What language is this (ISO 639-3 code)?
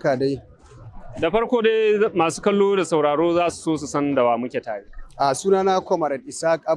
hau